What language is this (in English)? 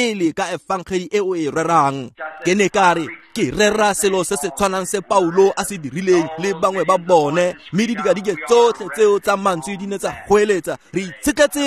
Tswana